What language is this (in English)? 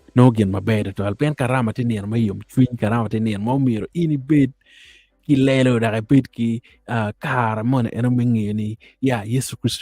Acoli